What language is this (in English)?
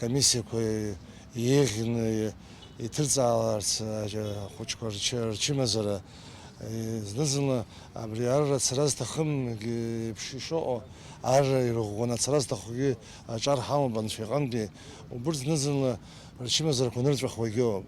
Abkhazian